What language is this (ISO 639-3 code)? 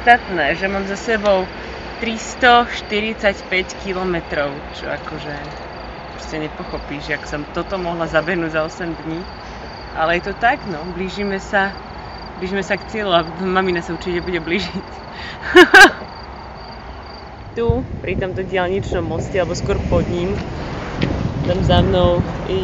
slk